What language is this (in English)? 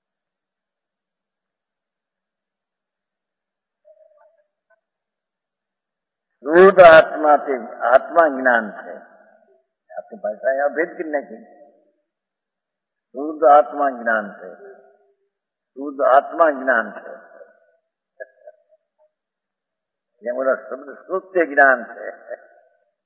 Gujarati